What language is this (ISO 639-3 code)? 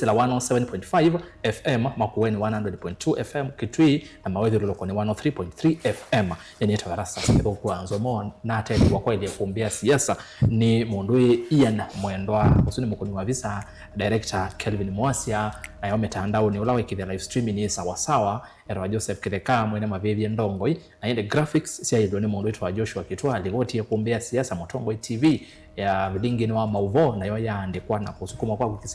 kam